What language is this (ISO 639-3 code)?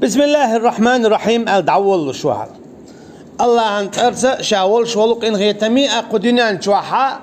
che